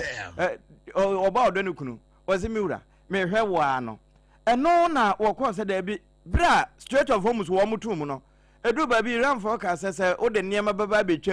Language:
Akan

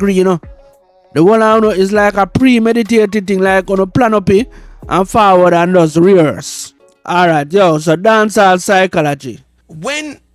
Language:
Jamaican Creole English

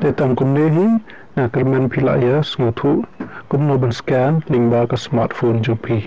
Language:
Khasi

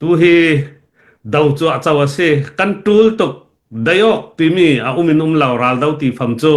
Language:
Hakha Chin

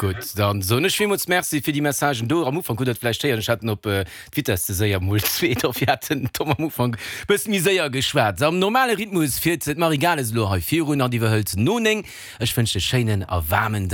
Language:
Luxembourgish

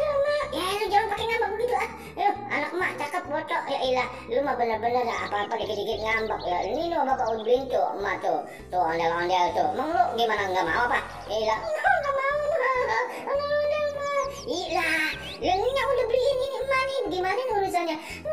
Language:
Betawi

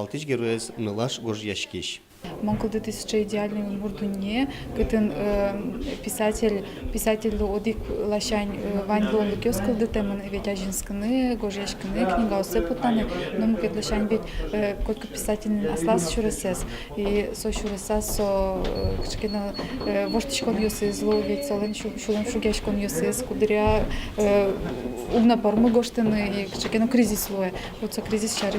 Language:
Udmurt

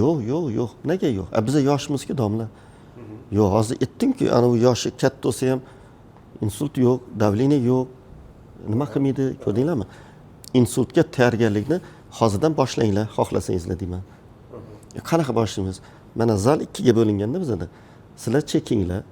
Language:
Uzbek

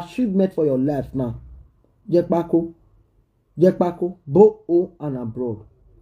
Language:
Nigerian Pidgin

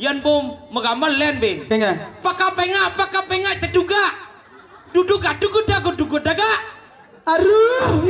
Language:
Balinese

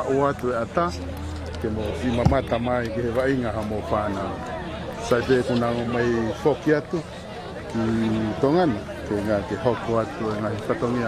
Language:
Tongan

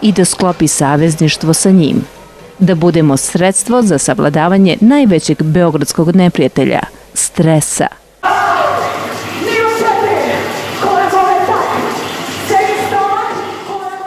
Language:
Serbian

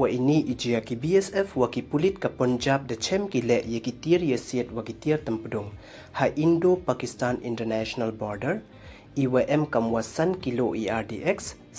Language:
Pnar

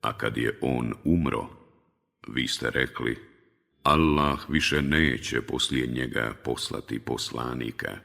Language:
Bosnian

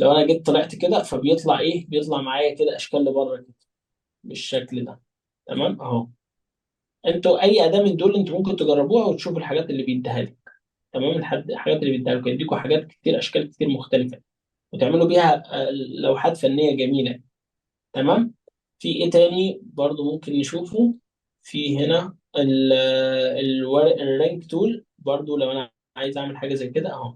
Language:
Egyptian Arabic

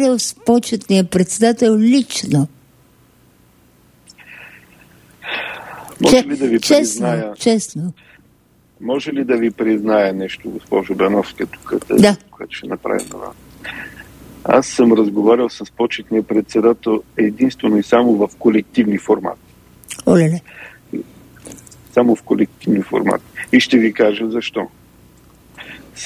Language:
Bulgarian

